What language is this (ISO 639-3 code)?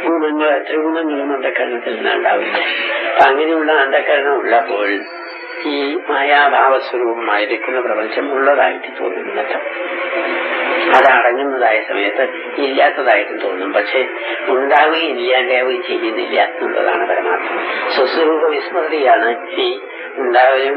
mal